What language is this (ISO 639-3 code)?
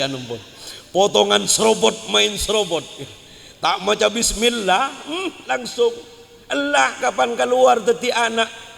mad